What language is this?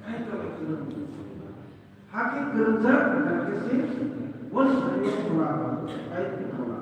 Kok Borok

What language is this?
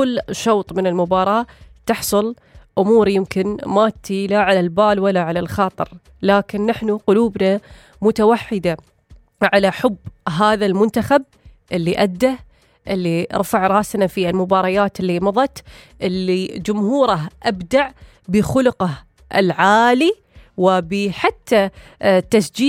Gulf Arabic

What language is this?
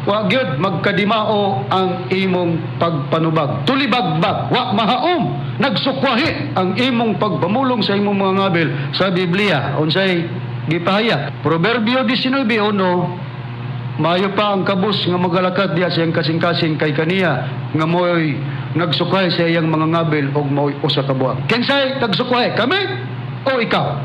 Cebuano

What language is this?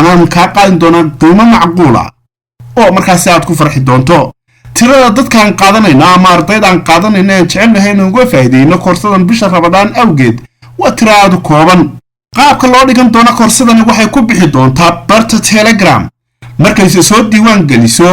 Somali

